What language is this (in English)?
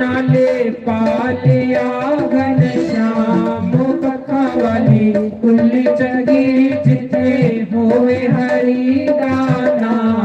Dogri